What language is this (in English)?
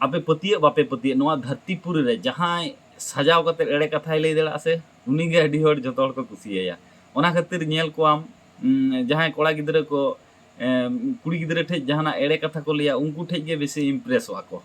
Santali